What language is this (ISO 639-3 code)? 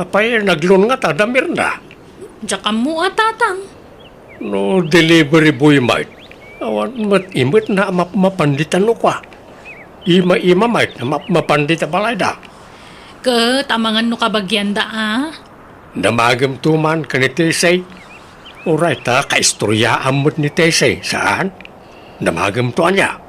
ilo